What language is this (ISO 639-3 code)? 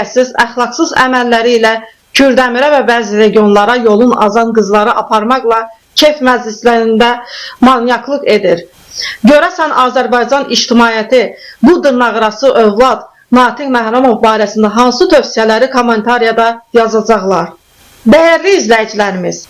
aze